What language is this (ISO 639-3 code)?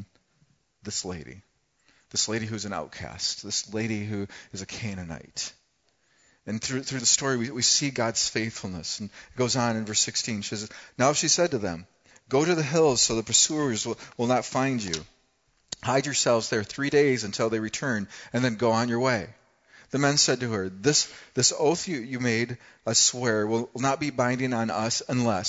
eng